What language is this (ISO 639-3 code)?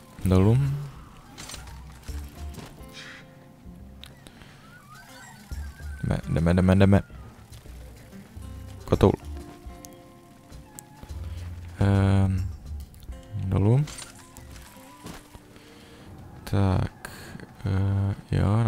ces